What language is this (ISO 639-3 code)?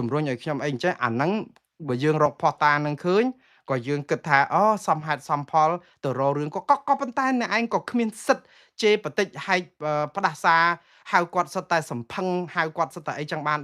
khm